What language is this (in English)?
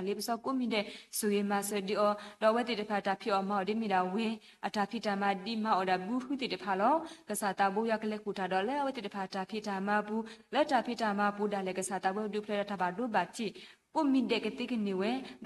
S'gaw Karen